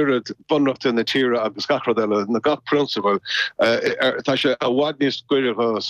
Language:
Irish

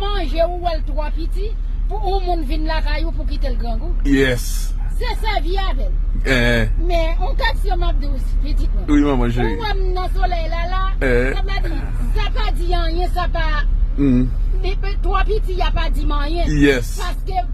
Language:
Haitian Creole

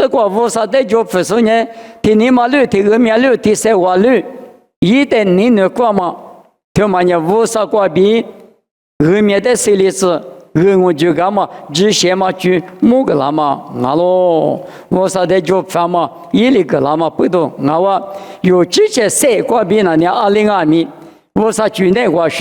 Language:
Lisu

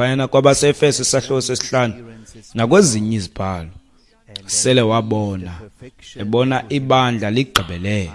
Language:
Xhosa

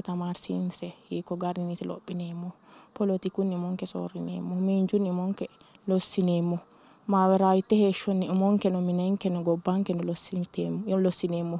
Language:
Sidamo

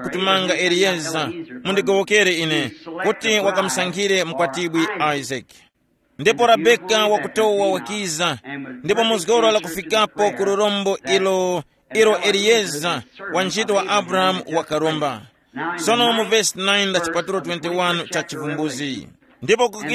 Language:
Tumbuka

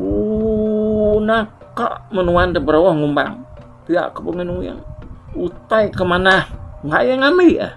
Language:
Iban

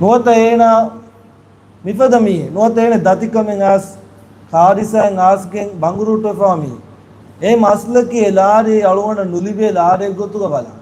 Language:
Divehi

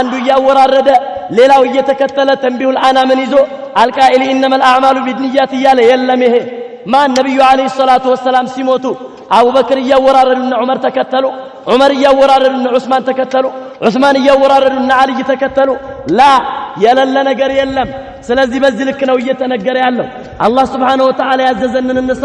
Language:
Amharic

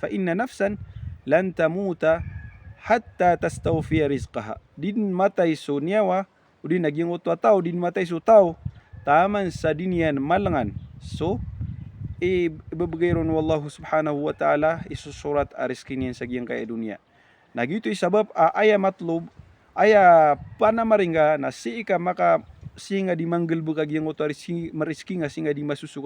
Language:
Maranao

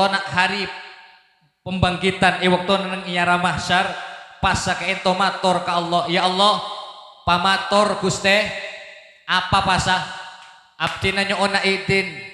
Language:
Madurese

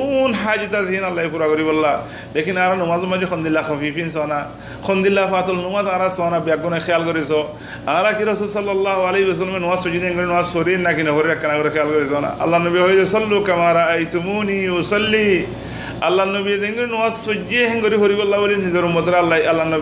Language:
Rohingya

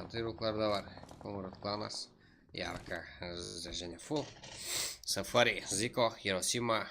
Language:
Kara-Kalpak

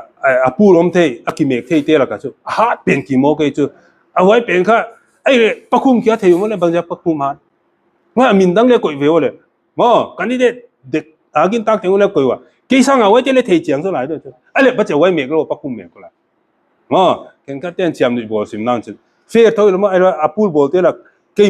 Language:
Paite Chin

